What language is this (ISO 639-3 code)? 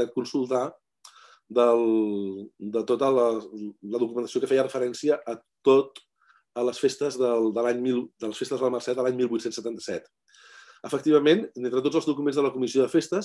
cat